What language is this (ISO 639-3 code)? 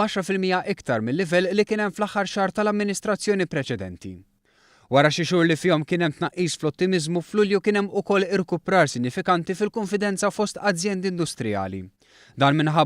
mlt